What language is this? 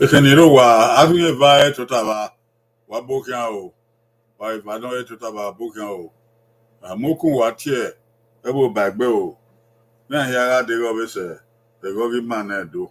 Bini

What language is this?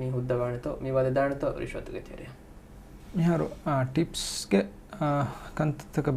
Divehi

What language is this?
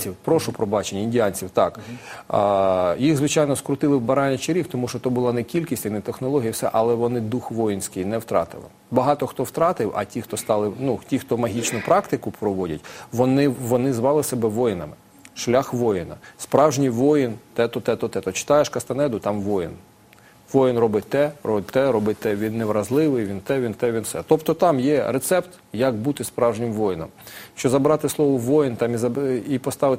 Ukrainian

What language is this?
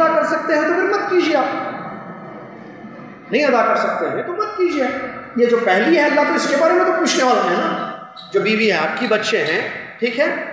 Urdu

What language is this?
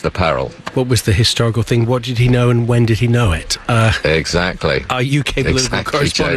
English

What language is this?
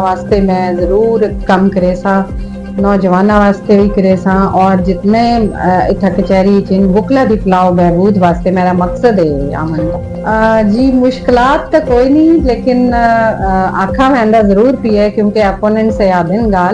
Saraiki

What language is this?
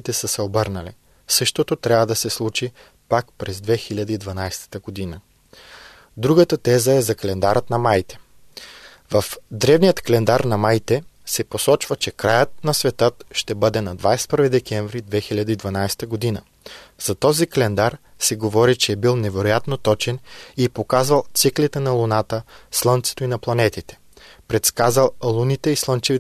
Bulgarian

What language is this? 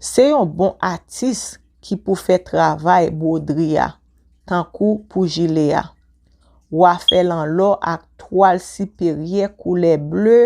Haitian Creole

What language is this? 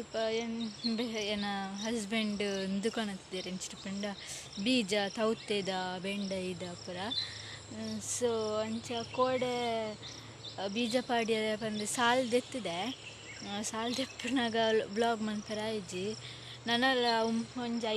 Tulu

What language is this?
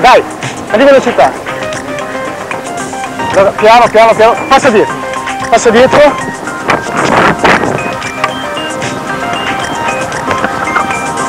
Italian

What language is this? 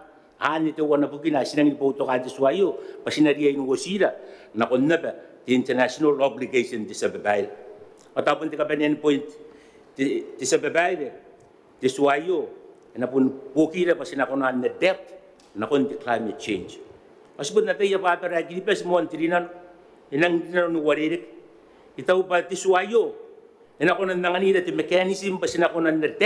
Gilbertese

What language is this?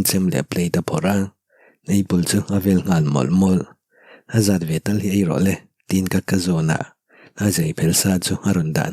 Mizo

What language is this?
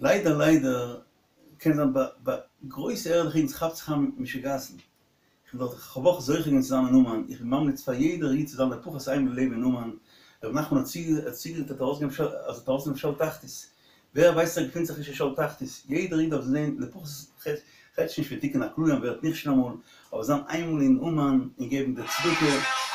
Yiddish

